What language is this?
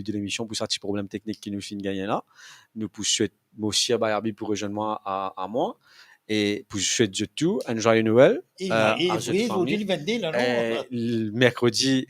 Morisyen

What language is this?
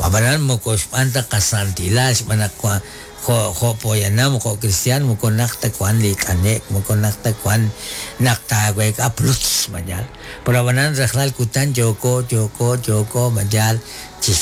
Kekchí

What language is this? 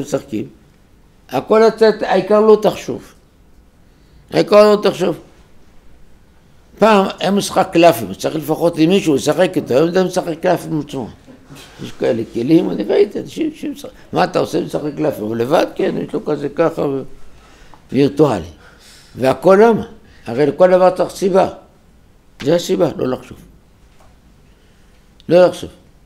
Hebrew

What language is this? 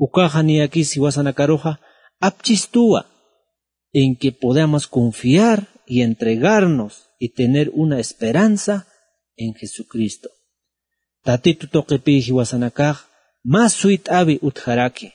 Aymara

